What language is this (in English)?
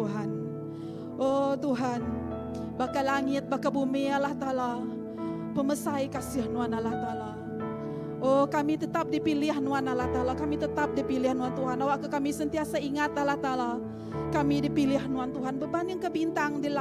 Iban